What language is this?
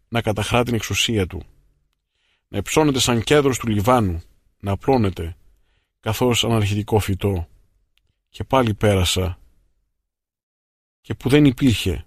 Greek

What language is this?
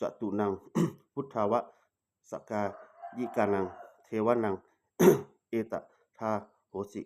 Pali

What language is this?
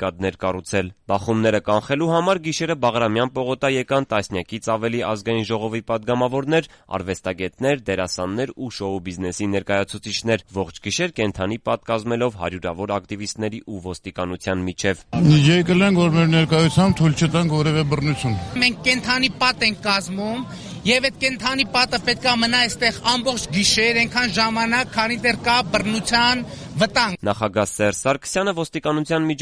Armenian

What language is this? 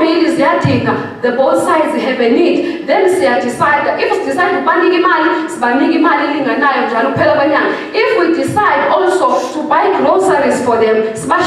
Zulu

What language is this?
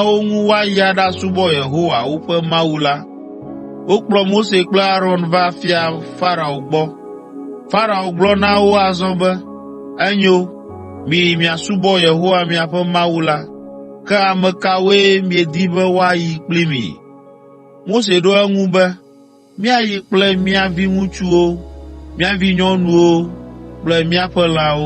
Ewe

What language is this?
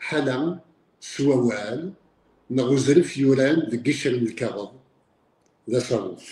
Kabyle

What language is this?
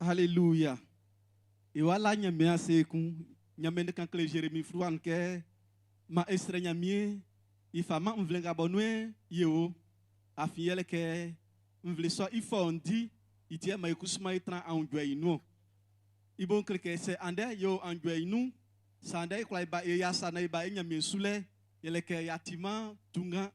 Baoulé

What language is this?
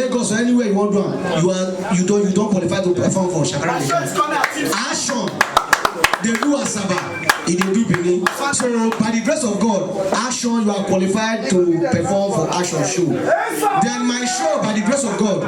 Nigerian Pidgin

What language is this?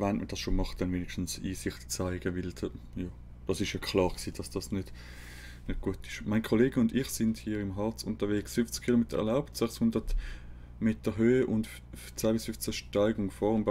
Swiss German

